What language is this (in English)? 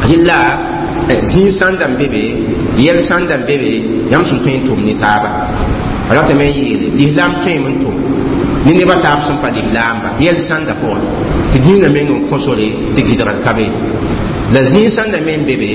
Mossi